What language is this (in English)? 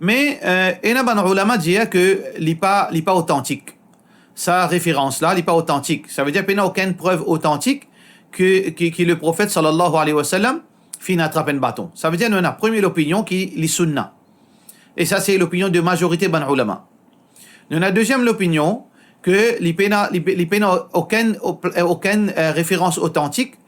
Morisyen